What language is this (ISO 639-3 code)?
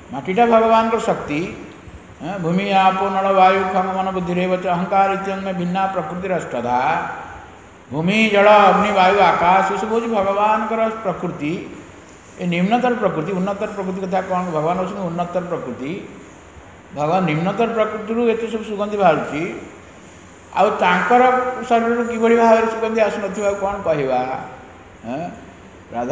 ori